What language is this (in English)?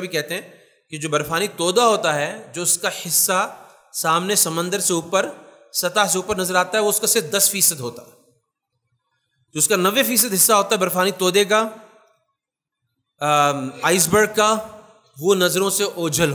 Urdu